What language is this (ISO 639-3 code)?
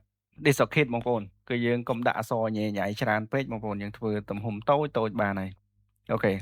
khm